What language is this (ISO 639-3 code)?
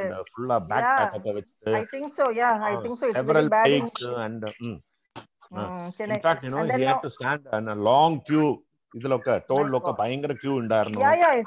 mal